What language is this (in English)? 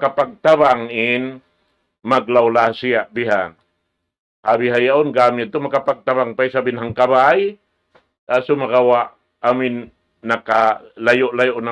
Tausug